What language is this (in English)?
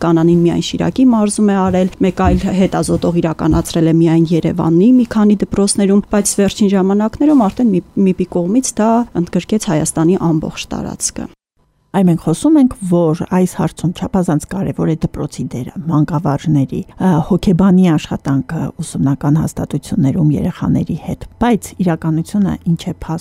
Armenian